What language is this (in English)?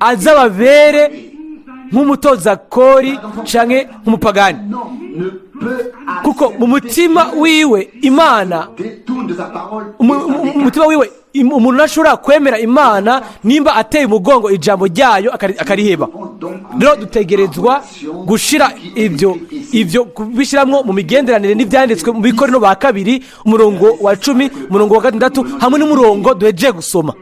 Rundi